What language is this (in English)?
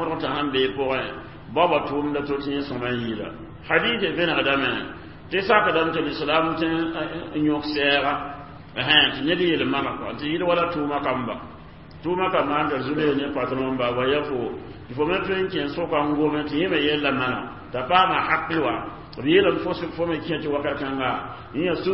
Mossi